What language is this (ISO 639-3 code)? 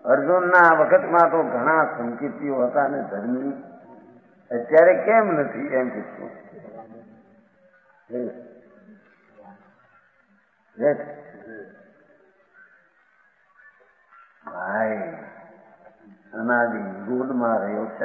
guj